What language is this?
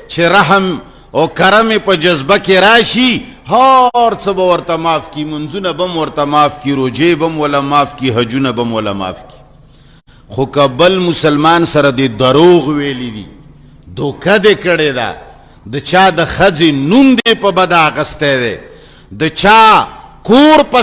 Pashto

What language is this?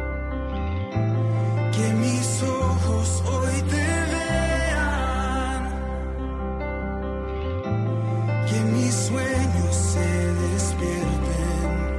Spanish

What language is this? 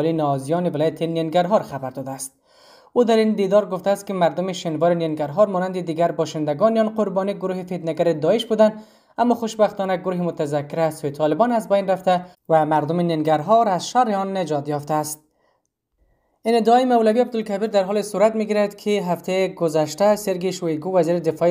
Persian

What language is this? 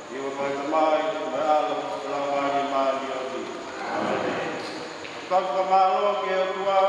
Tongan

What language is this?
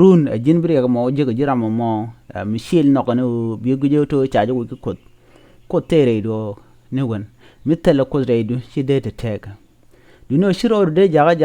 Nuer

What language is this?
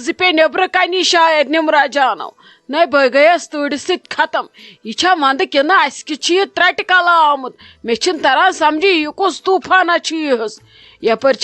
Kashmiri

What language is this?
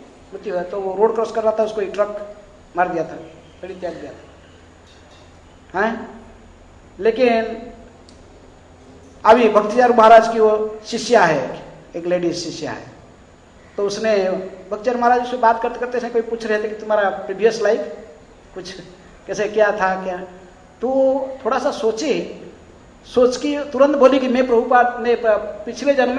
Hindi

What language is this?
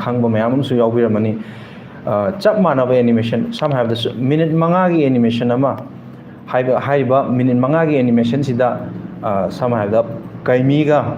Manipuri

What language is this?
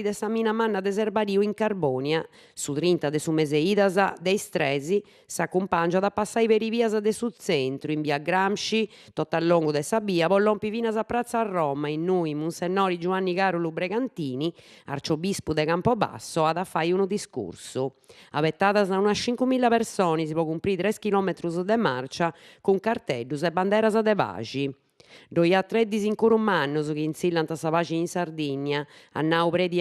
Sardinian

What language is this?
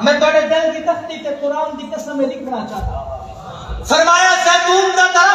Saraiki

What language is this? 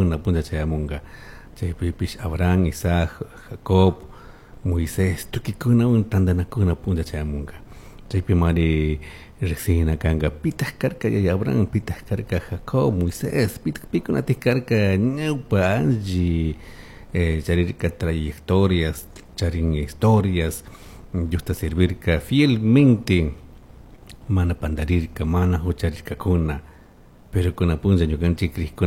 Chimborazo Highland Quichua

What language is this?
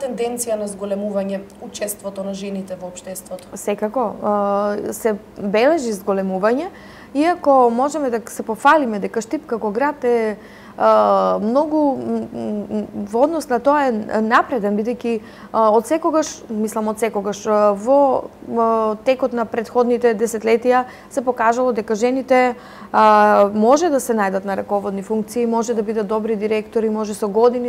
Macedonian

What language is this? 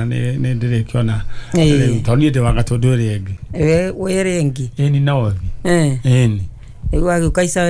Kikuyu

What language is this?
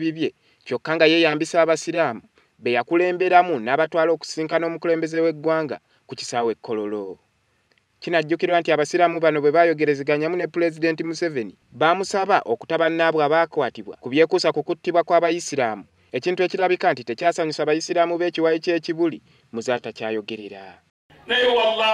Ganda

